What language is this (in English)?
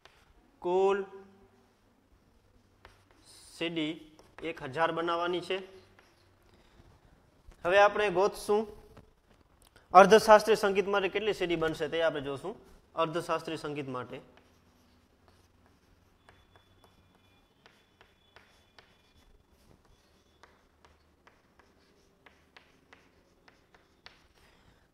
Gujarati